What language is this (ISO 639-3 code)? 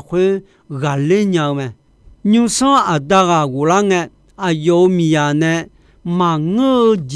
ahk